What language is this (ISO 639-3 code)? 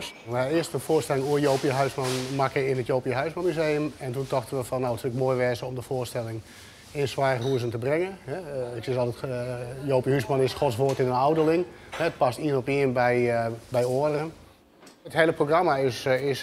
fry